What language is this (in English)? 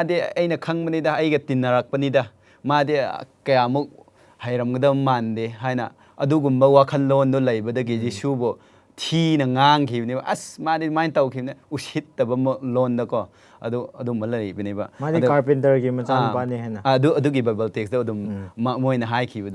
Manipuri